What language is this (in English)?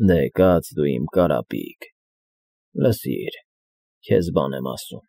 Armenian